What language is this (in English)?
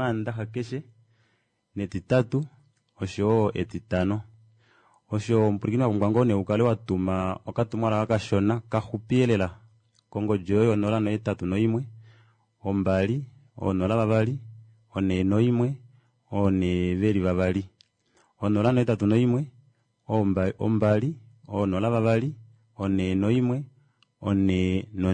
Kuanyama